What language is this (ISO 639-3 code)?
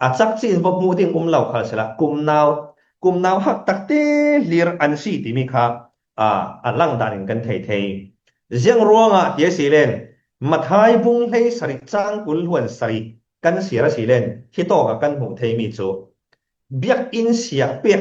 cfm